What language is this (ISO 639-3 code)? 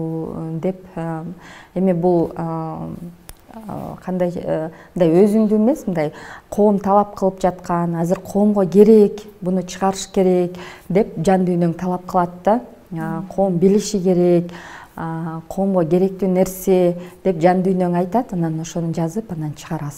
kir